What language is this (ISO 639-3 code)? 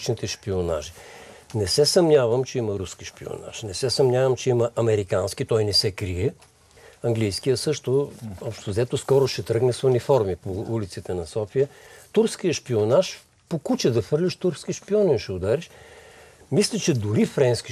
bul